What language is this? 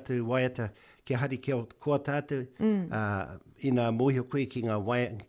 Māori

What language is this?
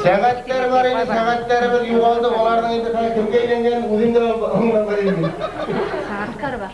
Bashkir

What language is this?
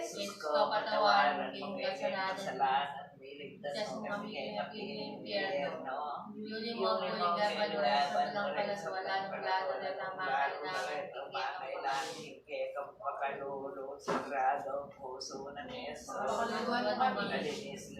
Pampanga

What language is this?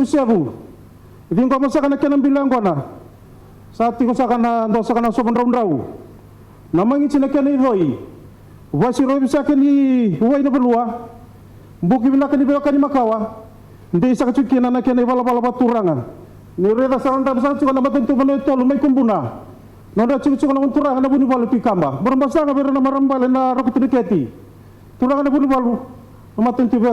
Fijian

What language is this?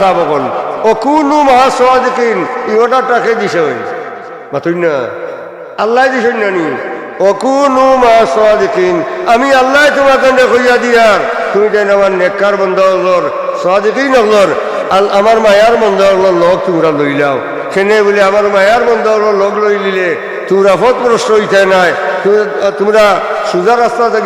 Sylheti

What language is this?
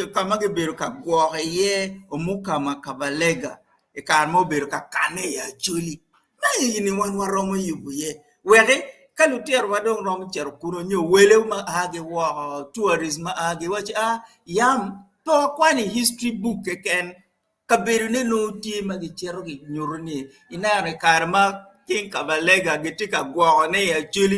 Acoli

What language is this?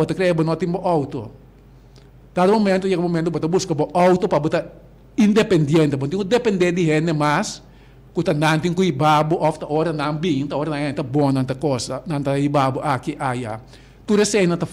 Papiamento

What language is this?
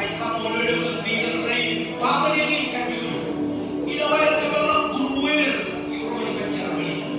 Marshallese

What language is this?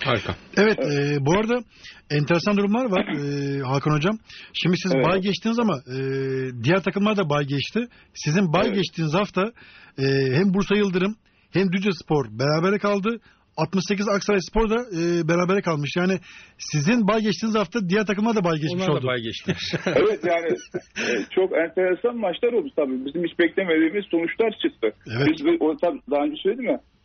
Turkish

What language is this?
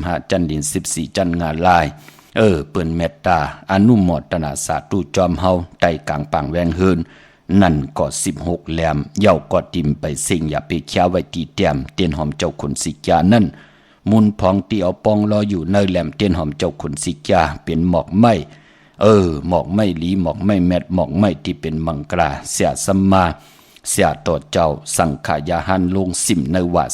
Shan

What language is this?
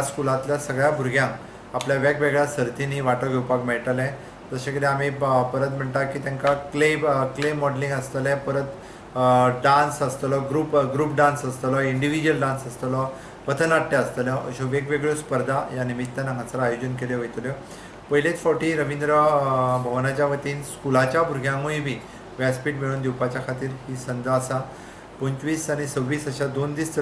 Konkani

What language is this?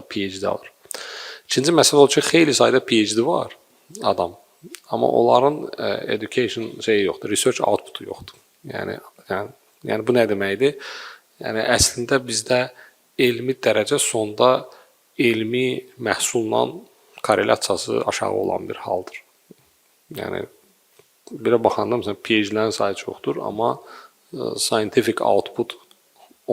Azerbaijani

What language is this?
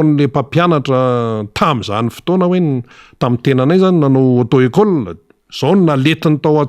Malagasy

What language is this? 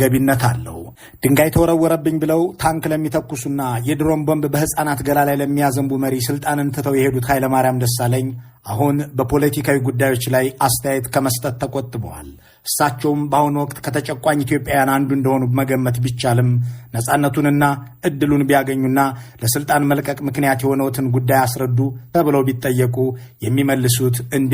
Amharic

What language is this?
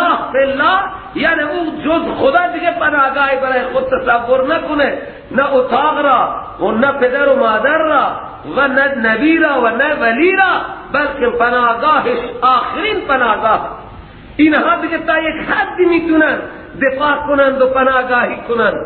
Persian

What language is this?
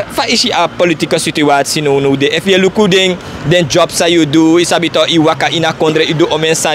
Sranan Tongo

